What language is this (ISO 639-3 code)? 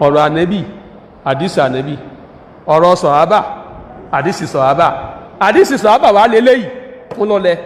yor